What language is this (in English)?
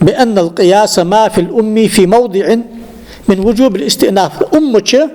Ingush